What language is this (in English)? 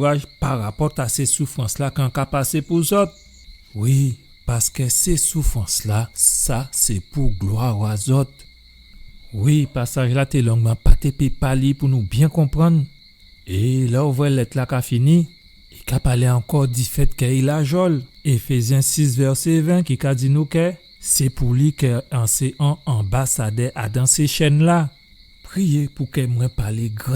Guadeloupean Creole French